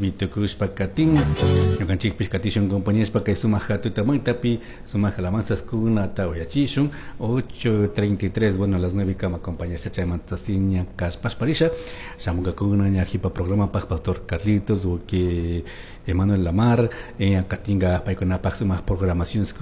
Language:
Chimborazo Highland Quichua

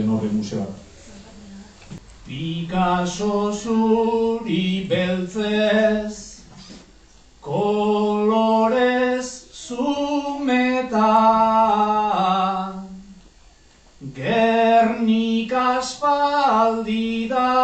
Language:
Basque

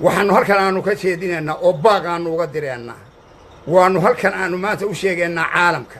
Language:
Somali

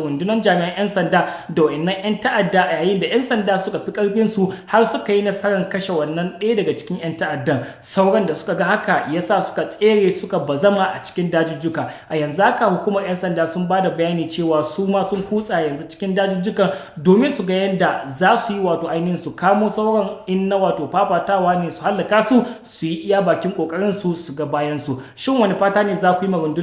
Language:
Hausa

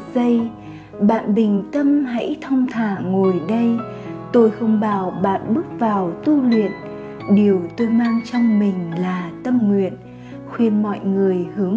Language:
Vietnamese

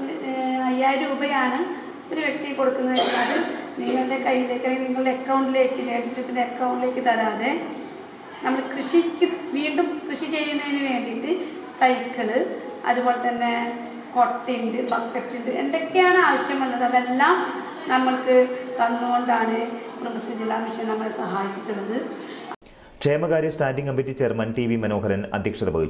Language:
Malayalam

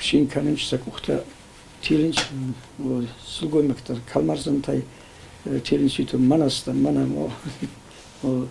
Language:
Ossetic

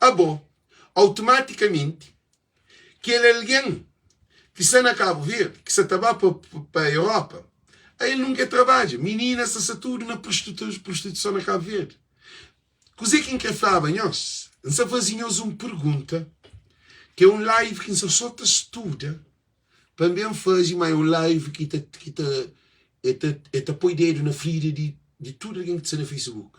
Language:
Kabuverdianu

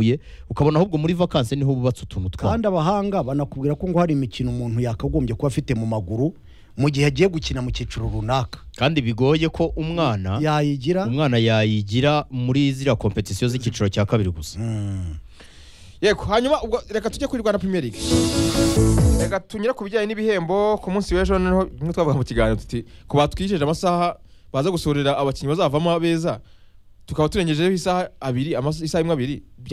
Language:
Kinyarwanda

